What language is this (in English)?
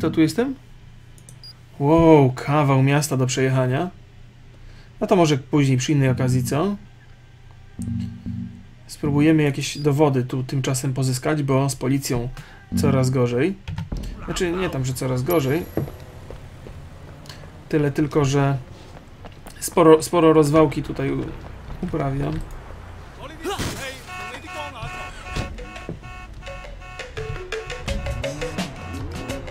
Polish